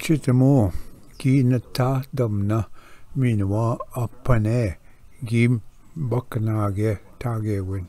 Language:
Ojibwa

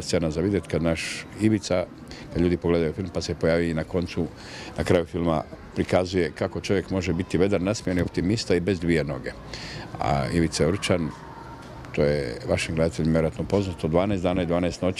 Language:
Croatian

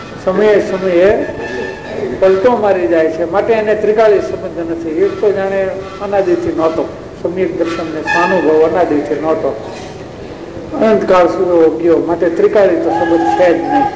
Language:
Gujarati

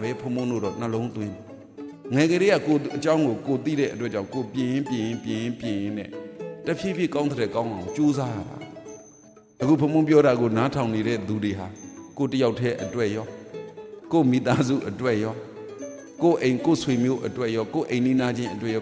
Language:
Burmese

